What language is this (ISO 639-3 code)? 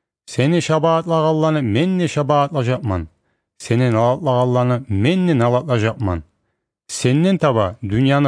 kum